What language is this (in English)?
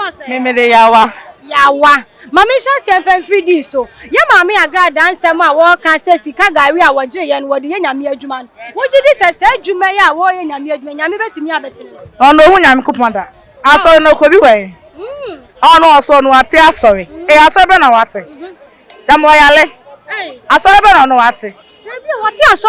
Akan